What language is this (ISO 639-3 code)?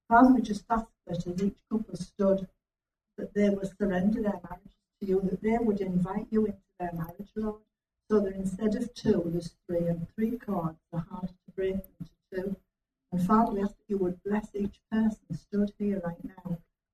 eng